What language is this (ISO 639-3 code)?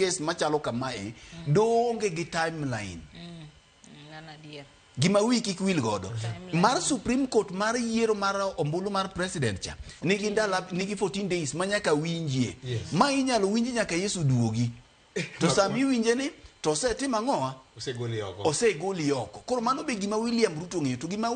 luo